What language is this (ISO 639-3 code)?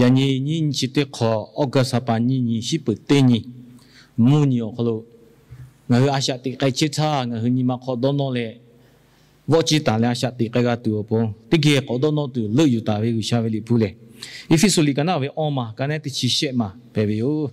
lhu